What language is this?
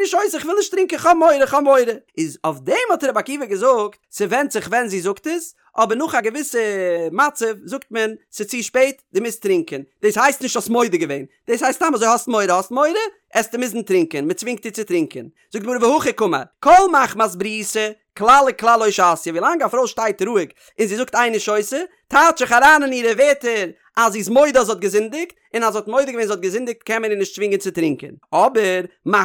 Yiddish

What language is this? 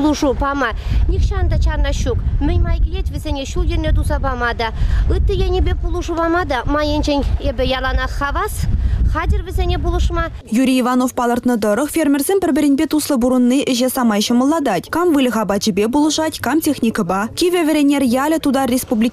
Chuvash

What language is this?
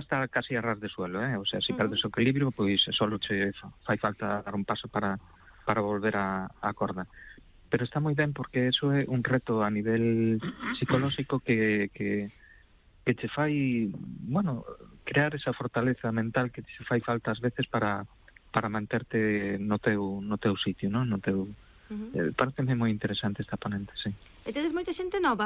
Galician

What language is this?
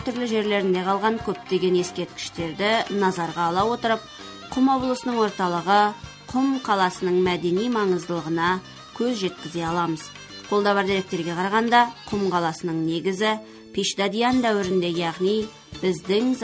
Kazakh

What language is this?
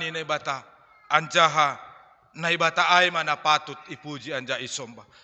Batak Simalungun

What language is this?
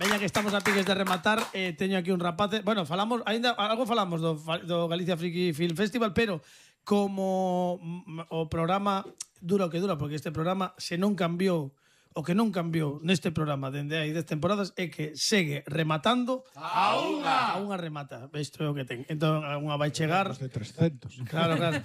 Galician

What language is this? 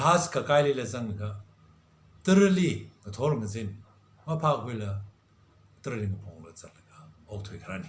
Tangkhul Naga (India)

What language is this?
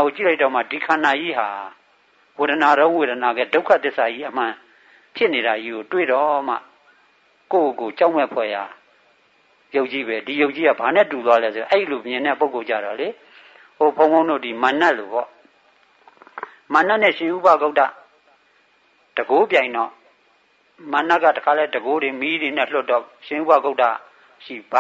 Burmese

